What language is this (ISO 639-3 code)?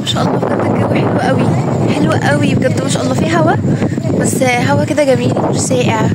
arz